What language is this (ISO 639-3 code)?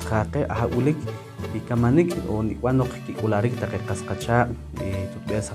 poh